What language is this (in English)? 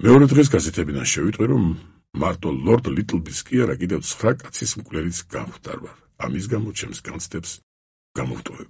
Georgian